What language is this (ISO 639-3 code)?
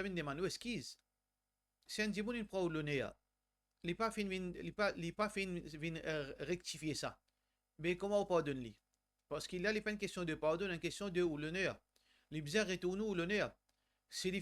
mfe